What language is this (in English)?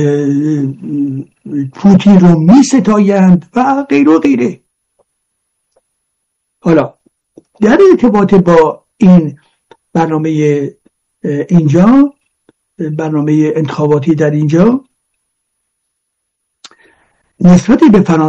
Persian